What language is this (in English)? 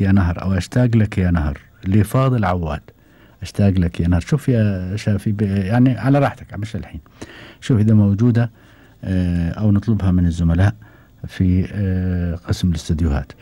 Gulf Arabic